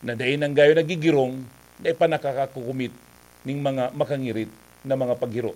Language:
Bikol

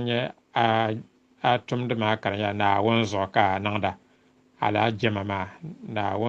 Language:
Dagbani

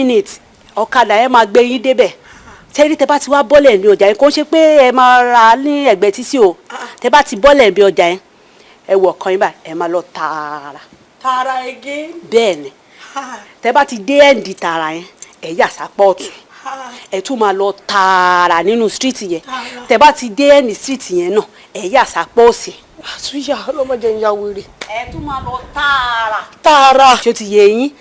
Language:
Yoruba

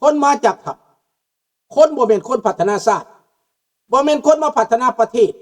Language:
Lao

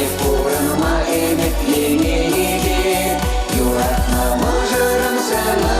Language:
Chuvash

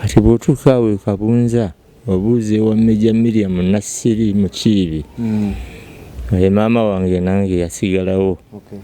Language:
Ganda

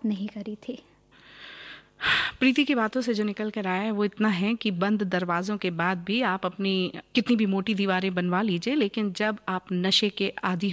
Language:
Hindi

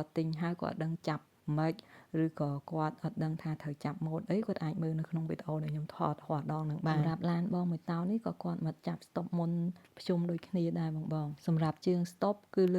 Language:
Khmer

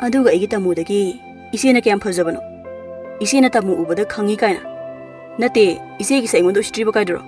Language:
Manipuri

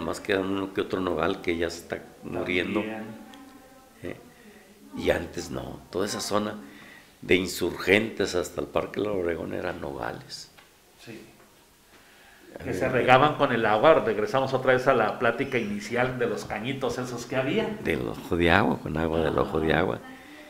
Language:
Spanish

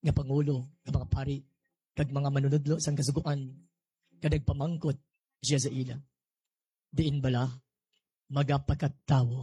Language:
Hiligaynon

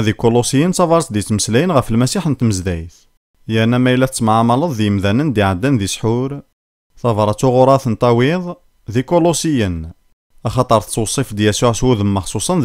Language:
Kabyle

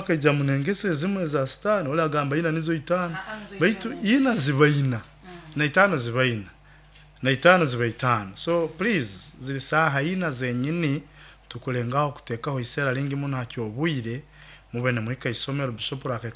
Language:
Nyoro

